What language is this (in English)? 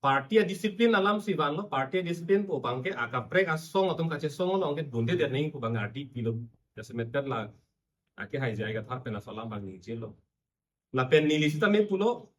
Karbi